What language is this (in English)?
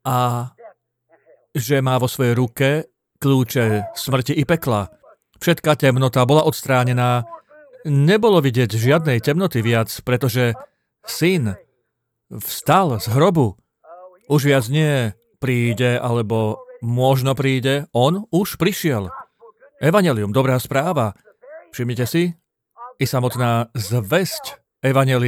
Slovak